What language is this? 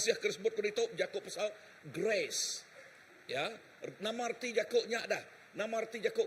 Iban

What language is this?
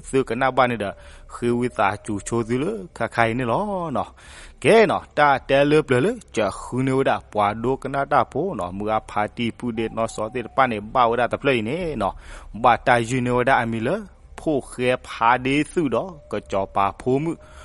S'gaw Karen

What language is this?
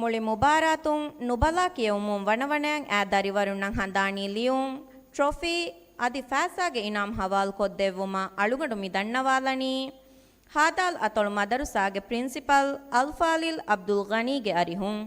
Divehi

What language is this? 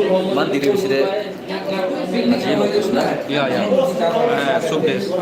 Naga Pidgin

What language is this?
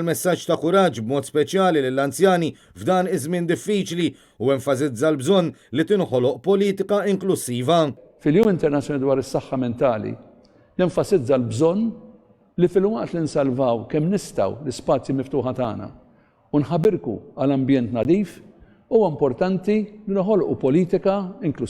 Maltese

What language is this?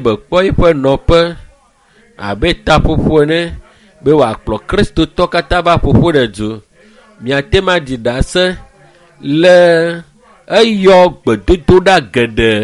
Ewe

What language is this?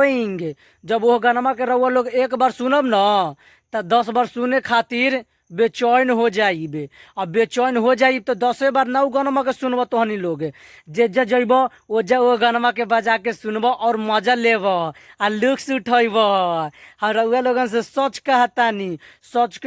Bhojpuri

